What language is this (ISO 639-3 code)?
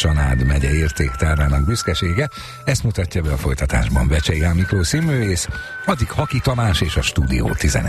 hun